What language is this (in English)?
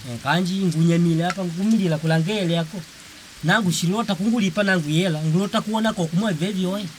Makonde